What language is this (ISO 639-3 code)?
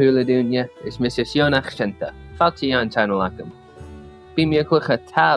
gla